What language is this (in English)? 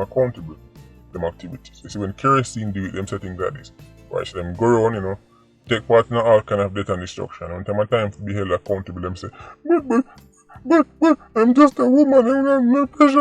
Jamaican Creole English